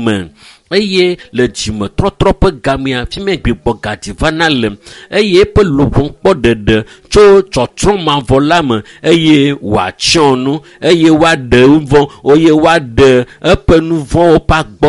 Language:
Ewe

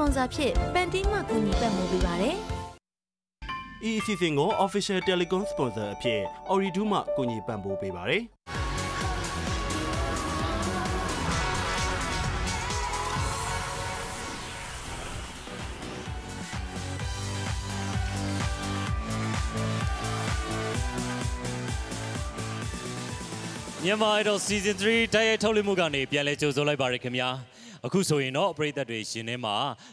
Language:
Burmese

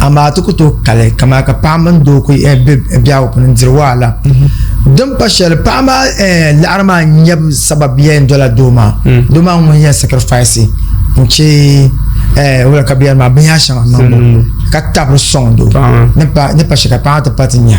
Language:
Dagbani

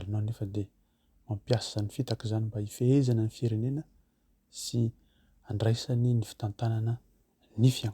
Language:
Malagasy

